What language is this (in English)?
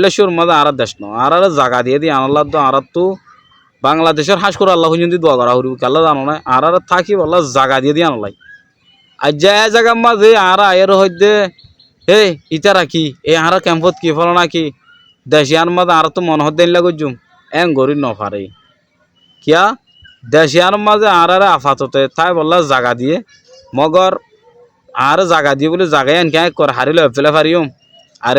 Rohingya